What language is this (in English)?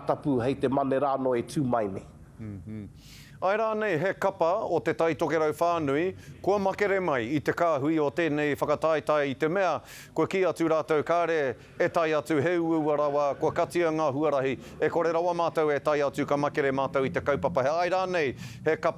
Māori